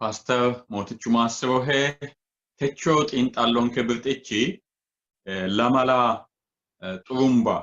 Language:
Sidamo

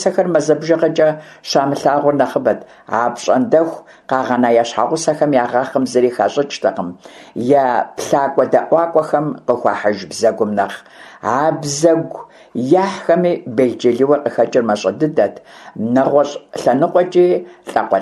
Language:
Kabardian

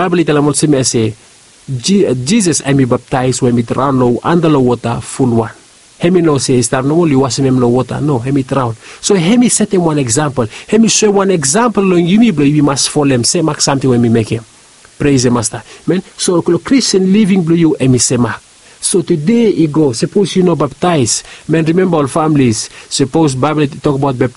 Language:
Bislama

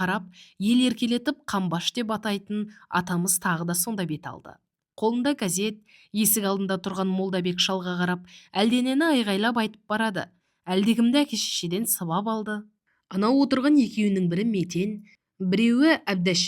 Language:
Kazakh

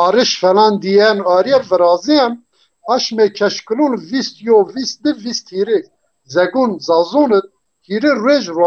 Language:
Zaza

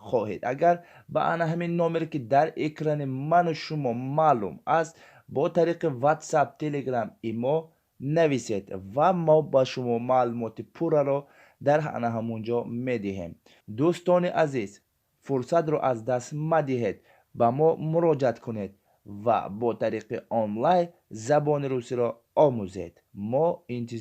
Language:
Tajik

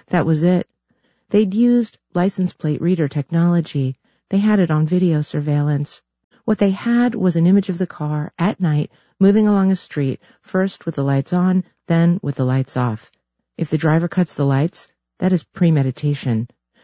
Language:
English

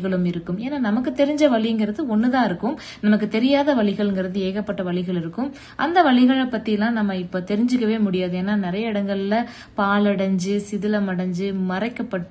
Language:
Tamil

